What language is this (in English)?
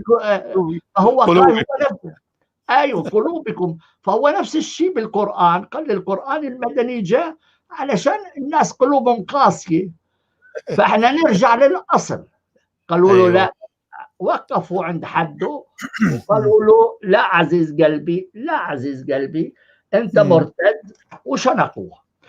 North Levantine Arabic